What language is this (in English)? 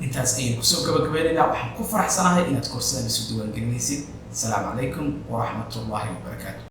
Somali